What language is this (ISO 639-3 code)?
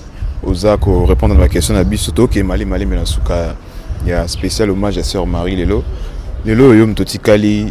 lin